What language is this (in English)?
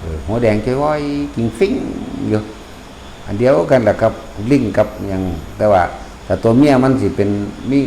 Northeastern Thai